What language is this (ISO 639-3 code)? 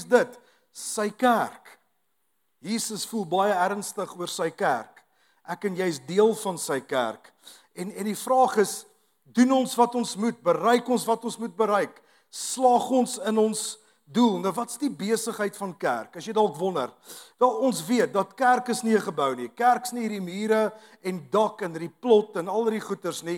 afr